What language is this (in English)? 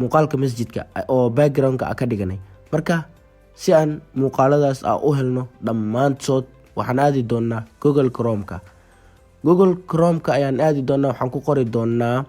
Somali